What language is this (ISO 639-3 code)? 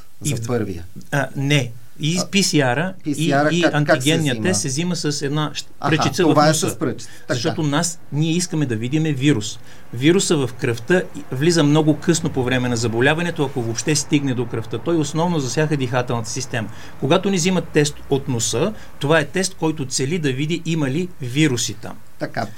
bul